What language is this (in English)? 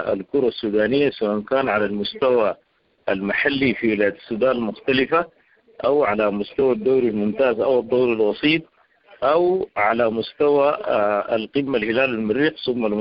Sudanese Arabic